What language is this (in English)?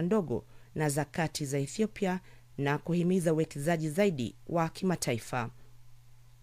Swahili